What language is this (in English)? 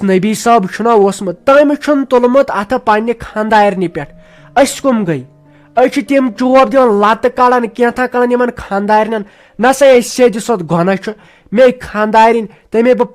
Kashmiri